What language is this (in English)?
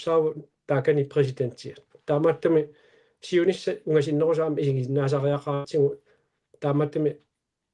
Kalaallisut